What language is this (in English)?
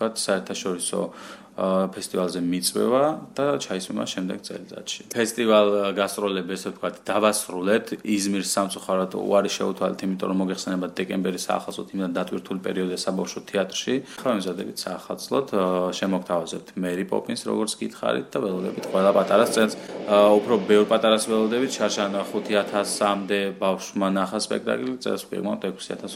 Georgian